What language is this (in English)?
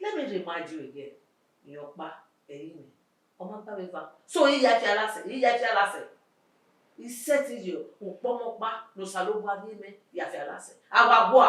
Bini